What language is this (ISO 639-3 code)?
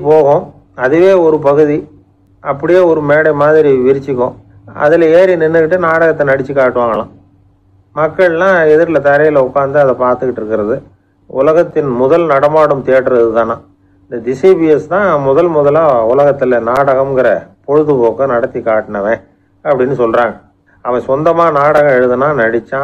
tam